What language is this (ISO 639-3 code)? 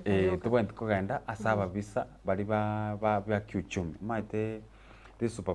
guz